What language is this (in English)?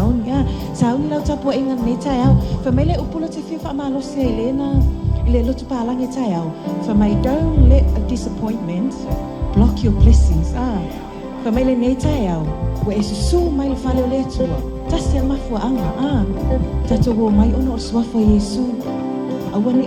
Samoan